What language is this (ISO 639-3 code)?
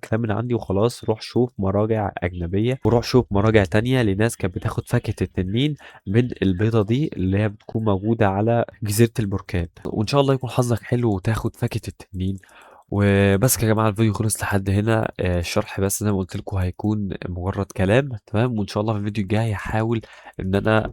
arz